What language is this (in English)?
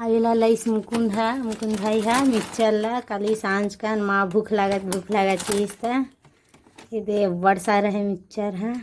Chhattisgarhi